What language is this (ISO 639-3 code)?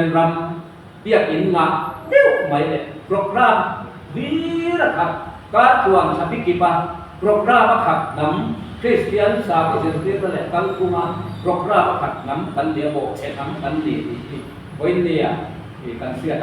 lus